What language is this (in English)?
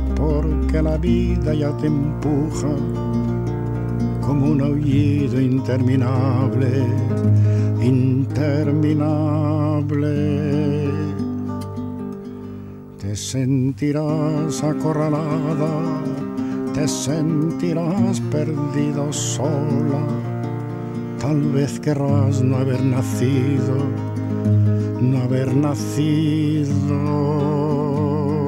Spanish